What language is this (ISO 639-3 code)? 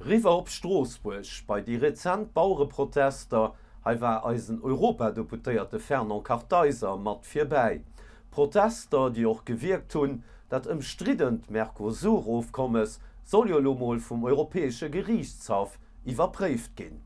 ltz